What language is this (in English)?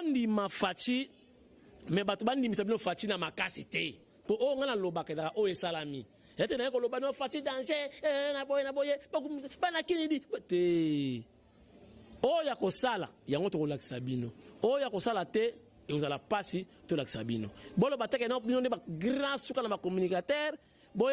Lingala